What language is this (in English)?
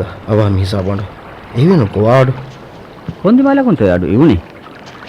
Divehi